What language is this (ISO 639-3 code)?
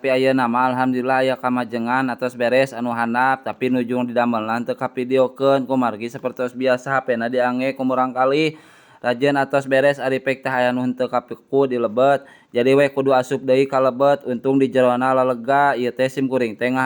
sun